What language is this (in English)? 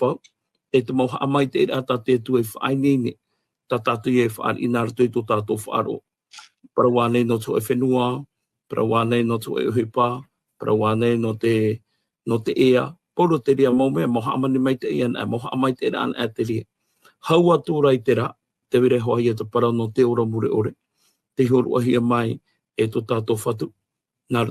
Tahitian